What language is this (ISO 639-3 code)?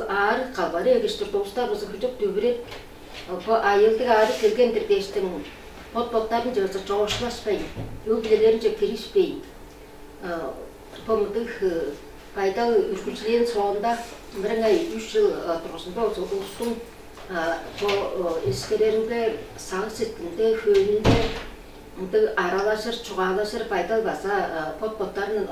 tyv